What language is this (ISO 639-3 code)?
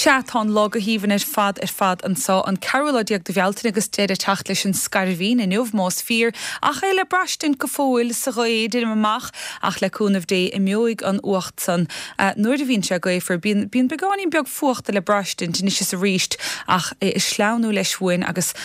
gle